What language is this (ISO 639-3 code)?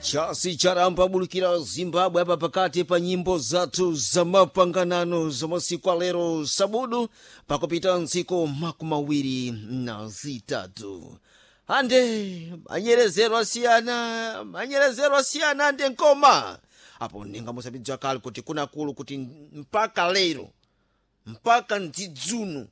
seh